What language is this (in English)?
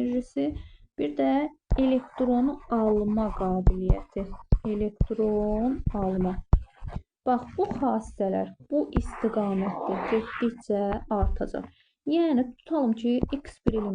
Azerbaijani